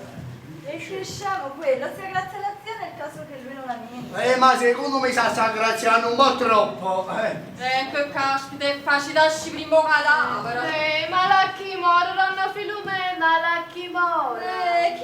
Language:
Neapolitan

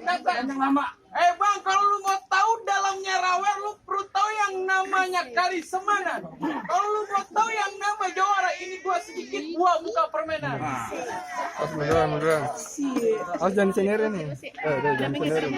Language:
Betawi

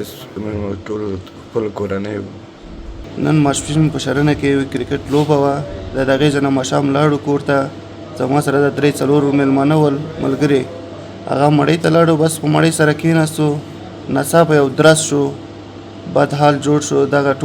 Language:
Pashto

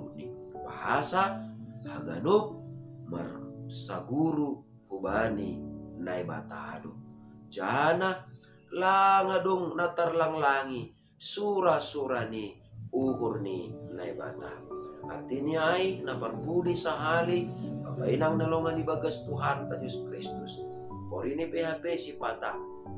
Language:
Batak Simalungun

